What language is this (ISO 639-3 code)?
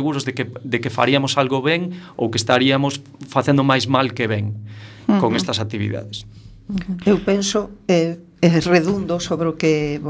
glg